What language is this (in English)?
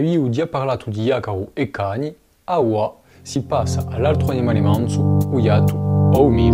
Corsican